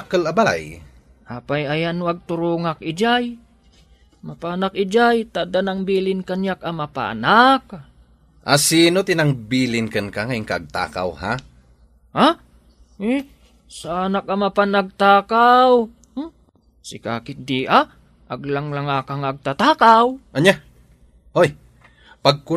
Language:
Iloko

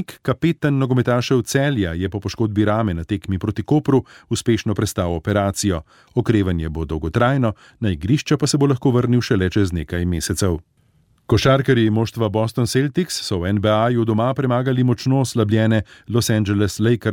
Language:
Slovenian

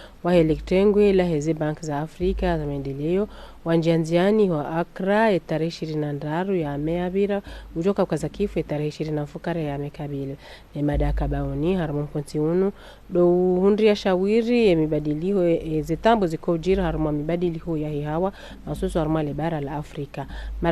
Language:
Ngazidja Comorian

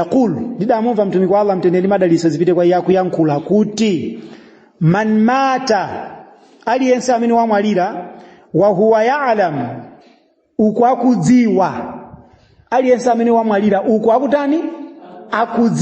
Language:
Nyanja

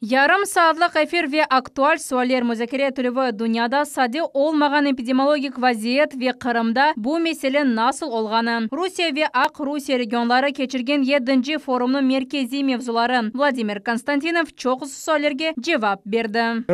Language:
Crimean Tatar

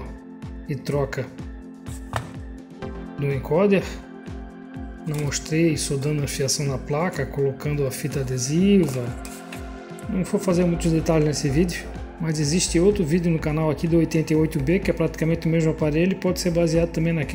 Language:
Portuguese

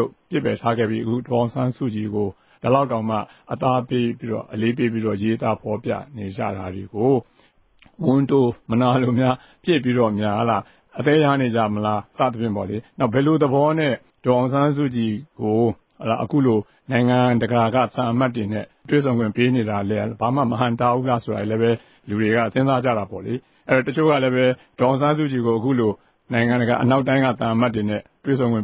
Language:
Burmese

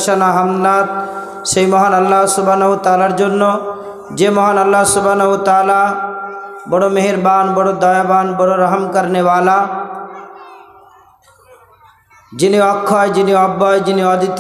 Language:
Bangla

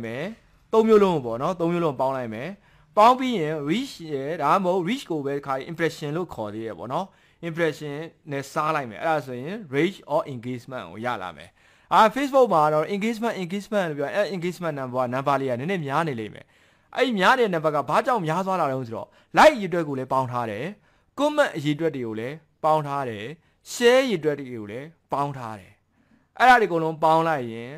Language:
Burmese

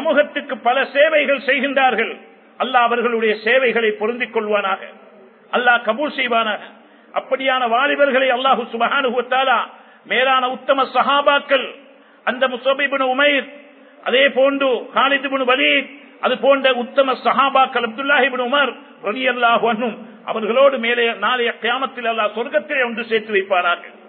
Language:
Tamil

